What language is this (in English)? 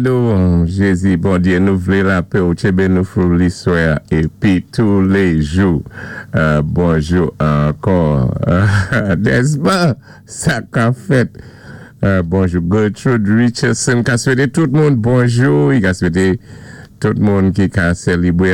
Saint Lucian Creole French